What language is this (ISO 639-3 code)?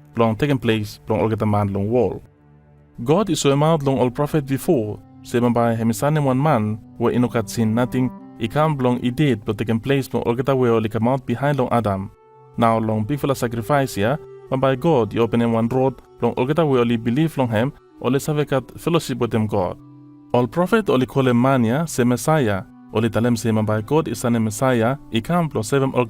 bis